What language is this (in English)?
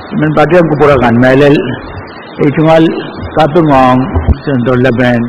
Pohnpeian